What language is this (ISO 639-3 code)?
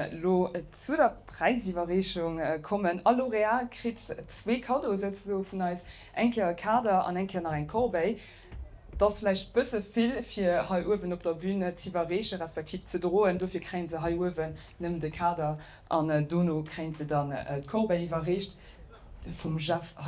ltz